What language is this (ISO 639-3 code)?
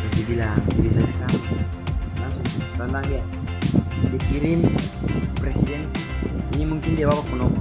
abs